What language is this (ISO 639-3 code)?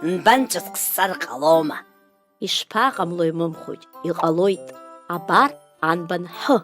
abk